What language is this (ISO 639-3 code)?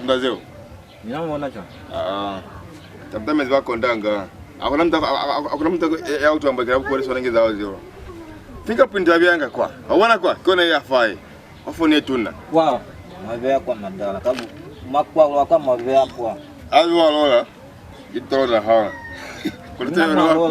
loz